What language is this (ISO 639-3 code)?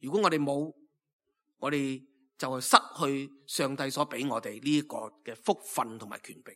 yue